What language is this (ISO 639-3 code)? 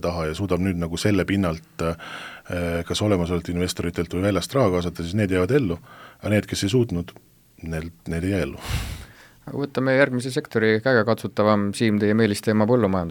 est